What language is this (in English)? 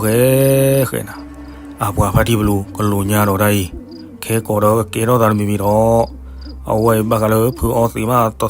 S'gaw Karen